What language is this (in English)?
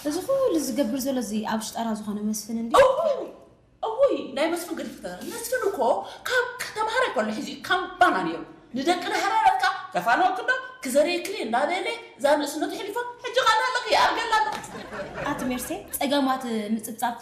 Tigrinya